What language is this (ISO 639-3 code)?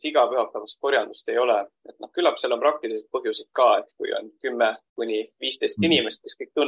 est